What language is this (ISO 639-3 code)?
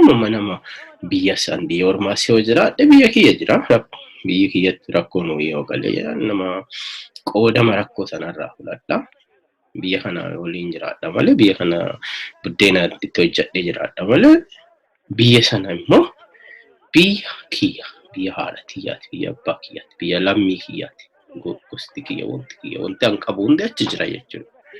orm